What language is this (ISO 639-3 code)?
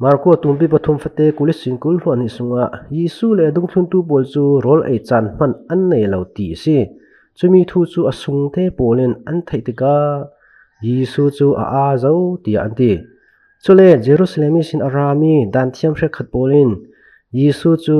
cfm